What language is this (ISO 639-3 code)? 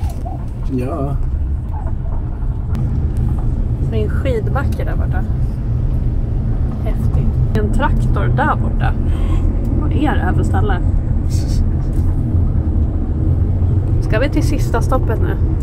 swe